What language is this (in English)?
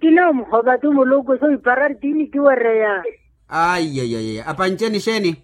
Makhuwa